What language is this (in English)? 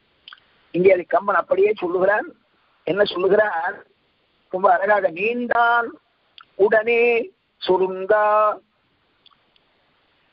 Tamil